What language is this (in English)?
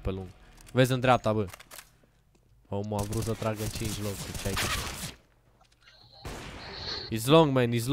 Romanian